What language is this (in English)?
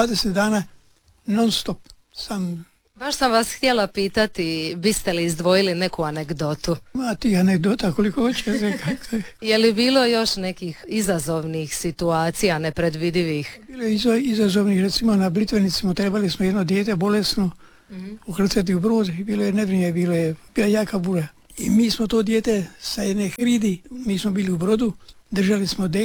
Croatian